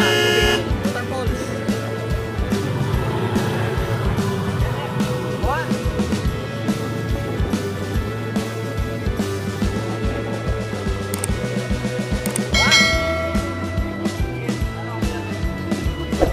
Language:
Filipino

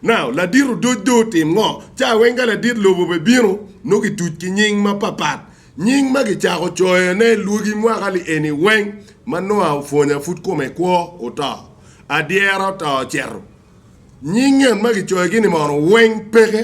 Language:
Acoli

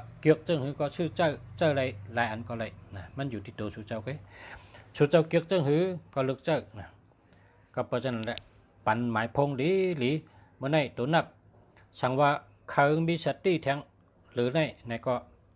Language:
Shan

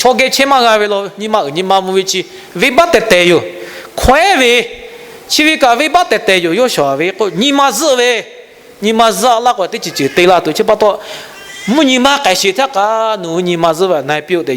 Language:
Lahu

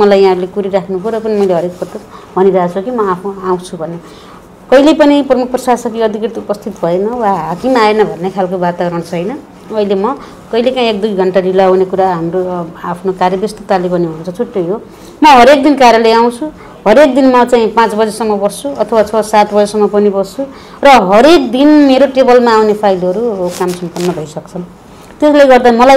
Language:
Nepali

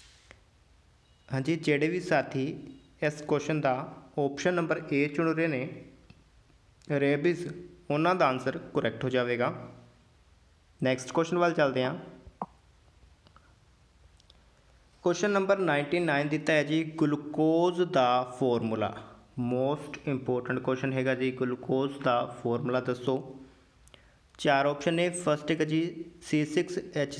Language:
Punjabi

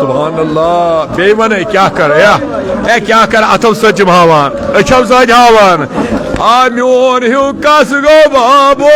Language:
Kashmiri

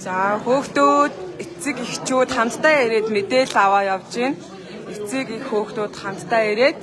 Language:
Mongolian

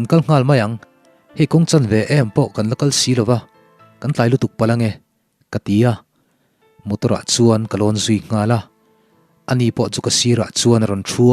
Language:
Mizo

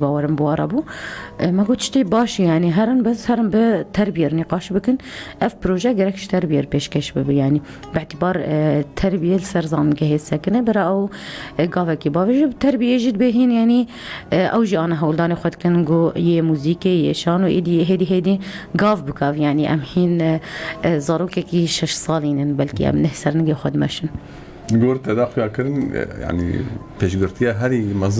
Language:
Kurdish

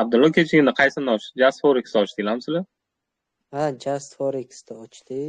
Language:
Uzbek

